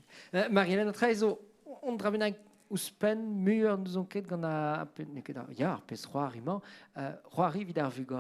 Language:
Breton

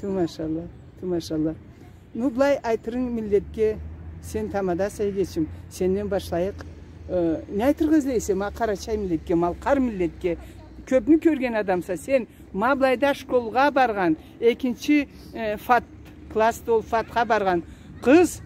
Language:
Karachay-Balkar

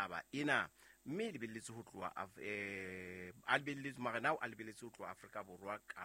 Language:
Southern Sotho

